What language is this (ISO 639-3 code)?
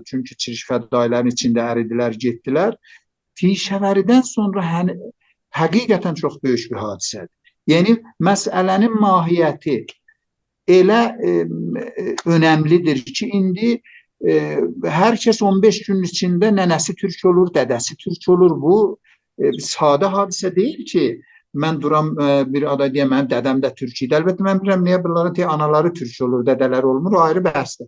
azb